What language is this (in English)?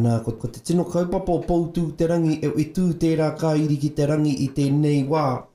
Māori